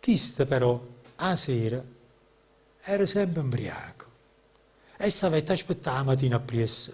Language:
Neapolitan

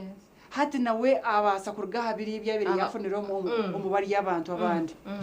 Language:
Nyankole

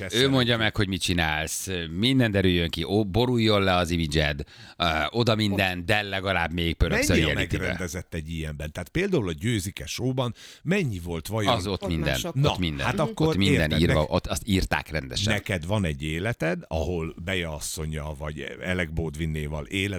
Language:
Hungarian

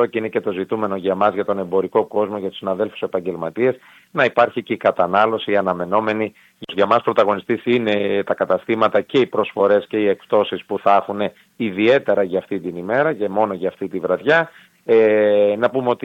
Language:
Greek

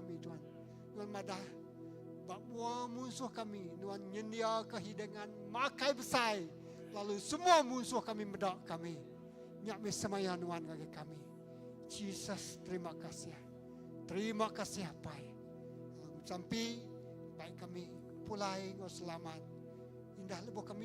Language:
Iban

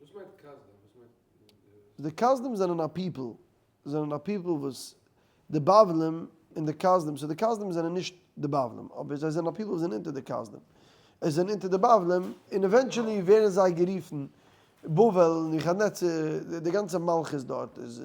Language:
Yiddish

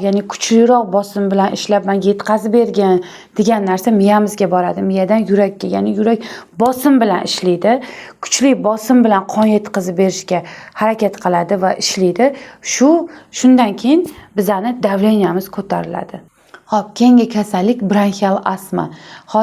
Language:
Uzbek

